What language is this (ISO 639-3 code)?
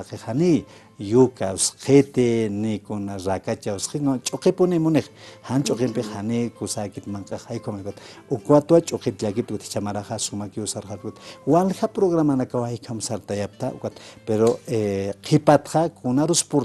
aym